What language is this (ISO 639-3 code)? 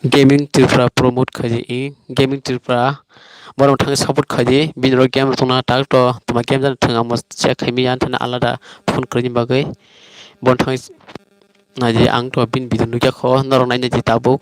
trp